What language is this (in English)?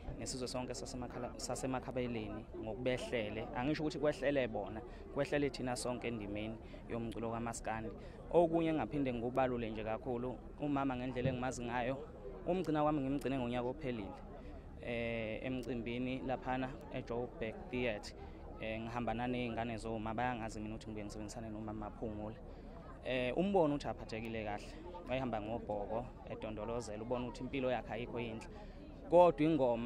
Zulu